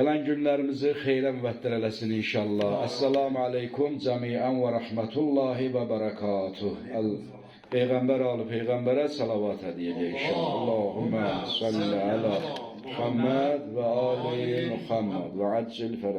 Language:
Azerbaijani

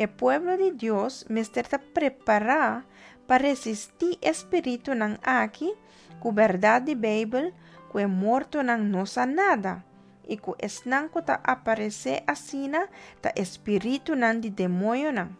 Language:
Papiamento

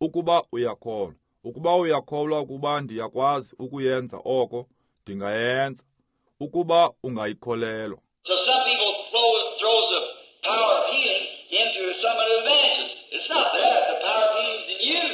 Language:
Xhosa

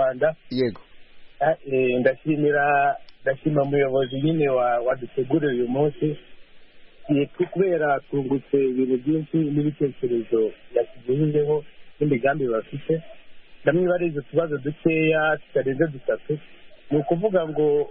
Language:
Kinyarwanda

